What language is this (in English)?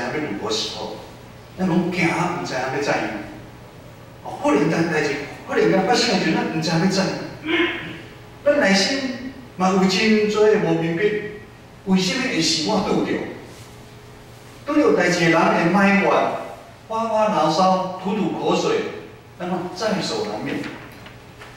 Min Nan Chinese